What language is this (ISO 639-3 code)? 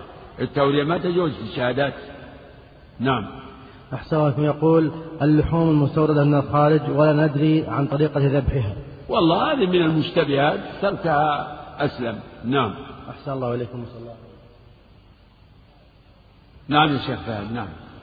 ara